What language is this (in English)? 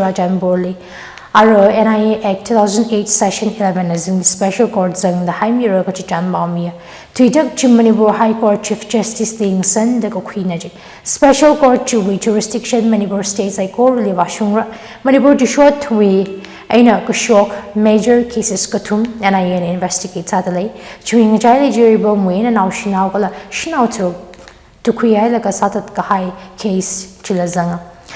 Tangkhul Naga (India)